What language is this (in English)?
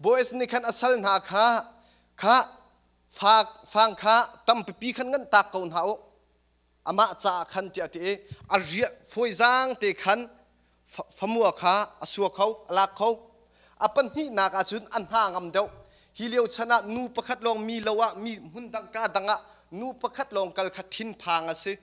Hakha Chin